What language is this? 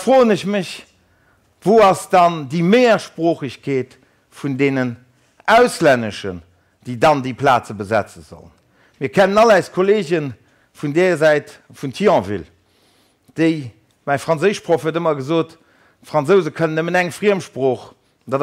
Luxembourgish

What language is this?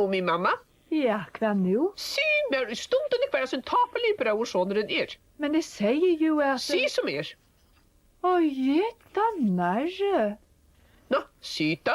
Faroese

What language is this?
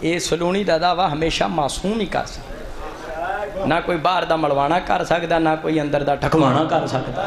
Saraiki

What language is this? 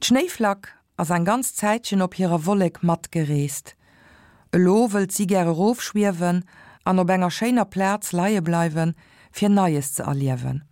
Luxembourgish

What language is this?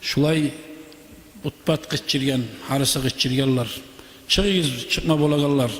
Kumyk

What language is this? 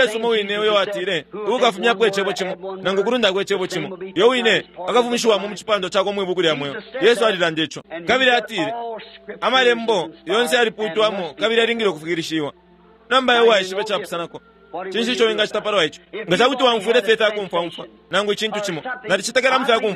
Bemba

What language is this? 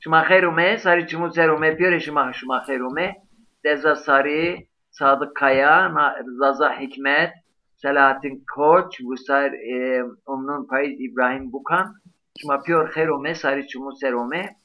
Zaza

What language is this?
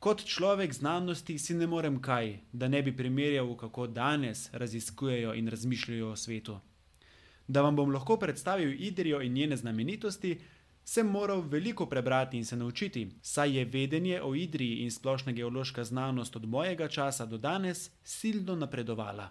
Slovenian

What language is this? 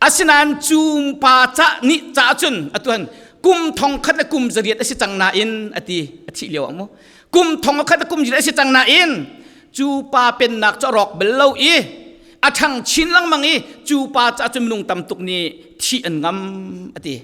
Falam Chin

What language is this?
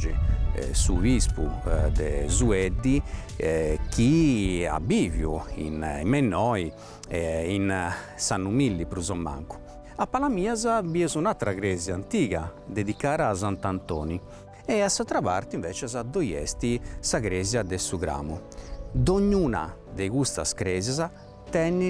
Sardinian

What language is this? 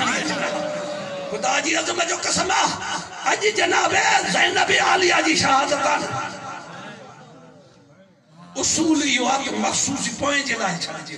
Sindhi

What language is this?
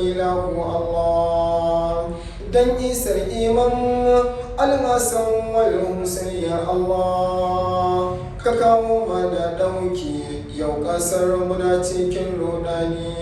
Hausa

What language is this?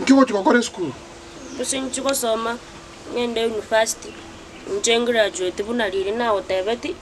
Gusii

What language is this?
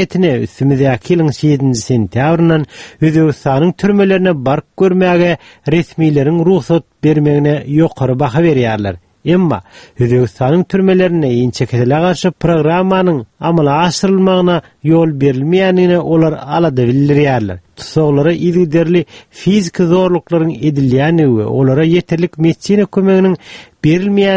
Turkmen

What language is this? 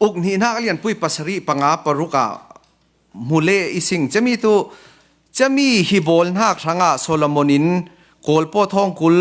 Falam Chin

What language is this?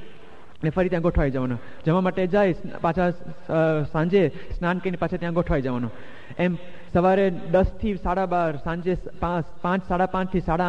Gujarati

